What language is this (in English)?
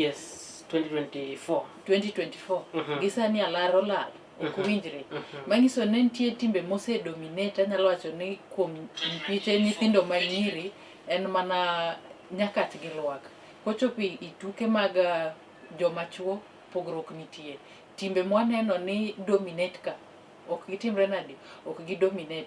Luo (Kenya and Tanzania)